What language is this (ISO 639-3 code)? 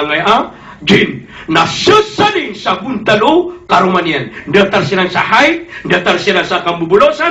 mrw